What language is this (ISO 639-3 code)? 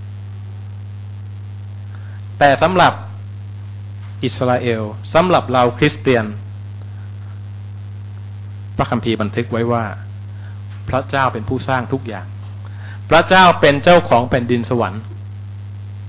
tha